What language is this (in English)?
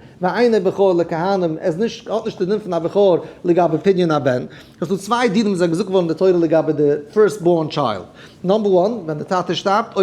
Yiddish